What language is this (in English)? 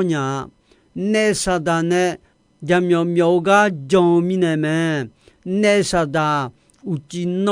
Akha